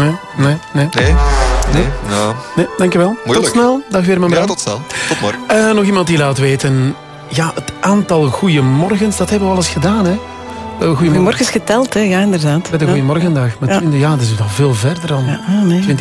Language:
Dutch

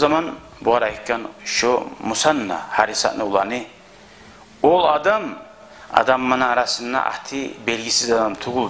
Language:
Kumyk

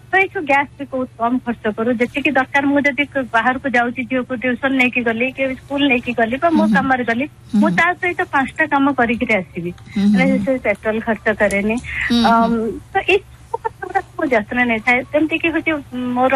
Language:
Odia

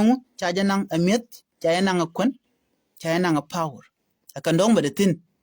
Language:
Nuer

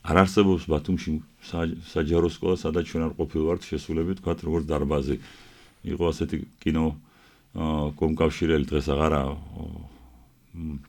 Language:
Georgian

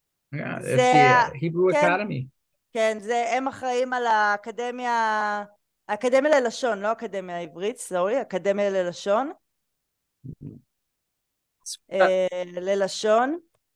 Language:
Hebrew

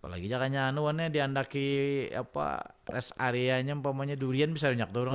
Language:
Banjar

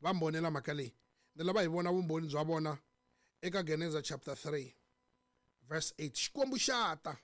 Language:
Tsonga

